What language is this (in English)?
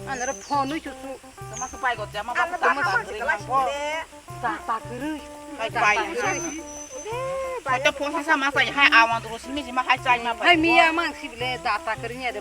Kok Borok